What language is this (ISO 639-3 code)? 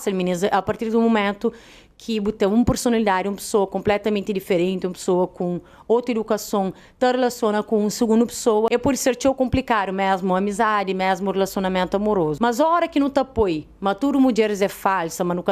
kea